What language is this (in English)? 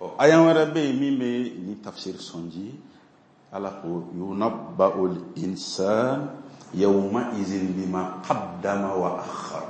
Bambara